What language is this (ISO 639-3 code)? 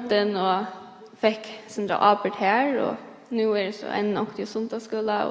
fao